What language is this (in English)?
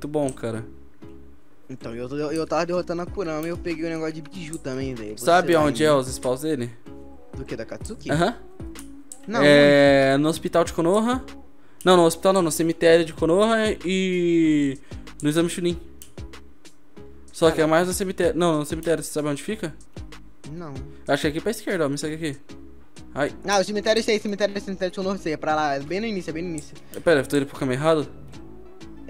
Portuguese